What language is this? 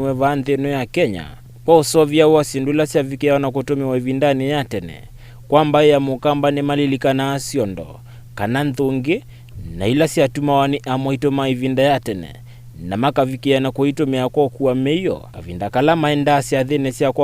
Kamba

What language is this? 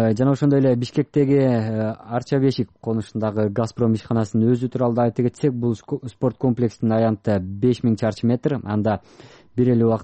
Kyrgyz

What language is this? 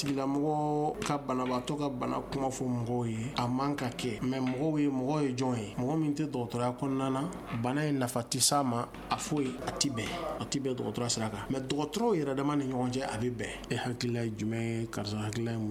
Bambara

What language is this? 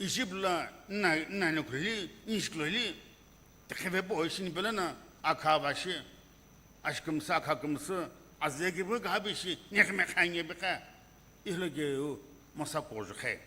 Sumi Naga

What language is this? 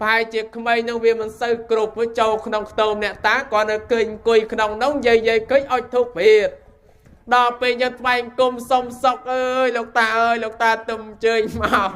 Khmer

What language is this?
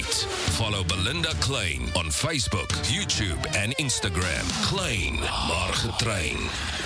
Afrikaans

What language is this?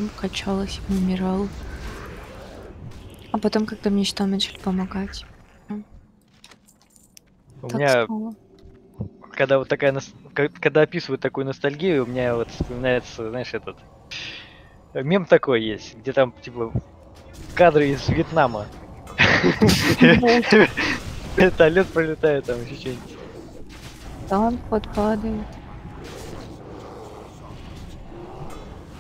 Russian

